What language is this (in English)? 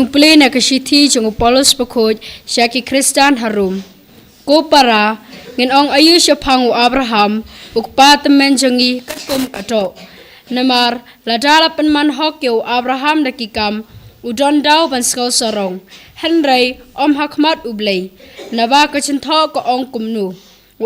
Khasi